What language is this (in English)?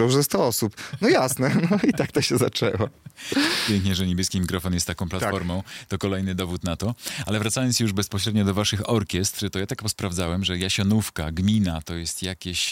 Polish